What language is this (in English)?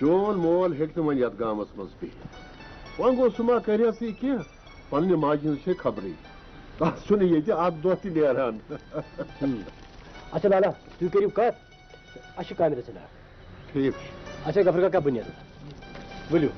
Kashmiri